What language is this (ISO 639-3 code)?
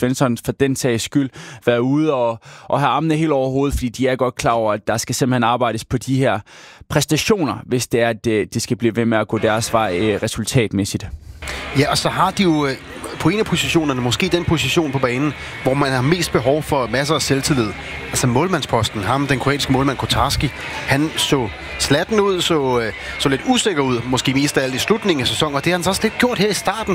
dan